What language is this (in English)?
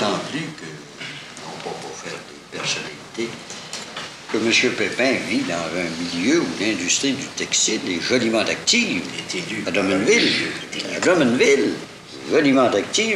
French